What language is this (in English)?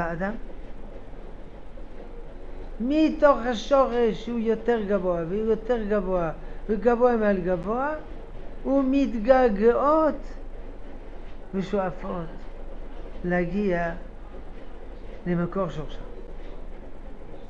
Hebrew